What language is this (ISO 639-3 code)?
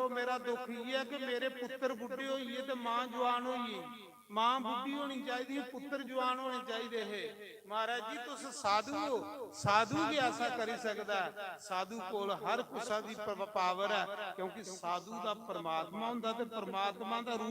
doi